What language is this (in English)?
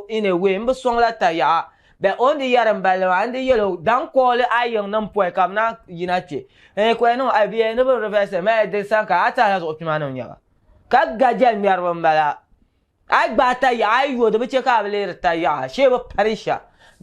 Dagbani